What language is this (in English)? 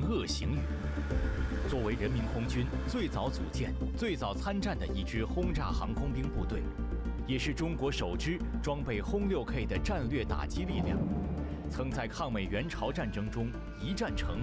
Chinese